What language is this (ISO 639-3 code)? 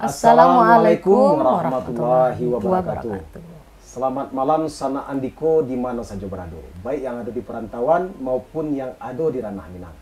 min